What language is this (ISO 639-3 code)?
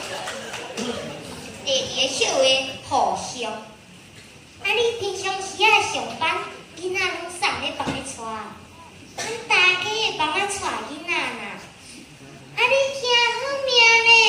nan